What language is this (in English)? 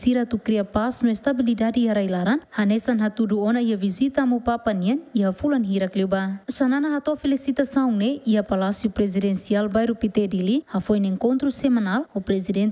Tetum